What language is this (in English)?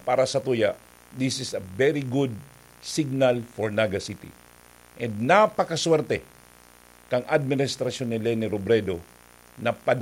Bikol